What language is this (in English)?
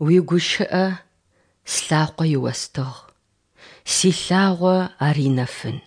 Adyghe